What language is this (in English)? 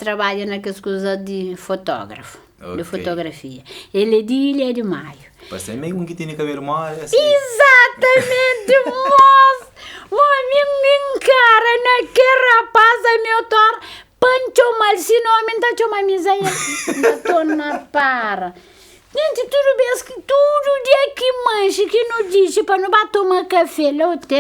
Kabuverdianu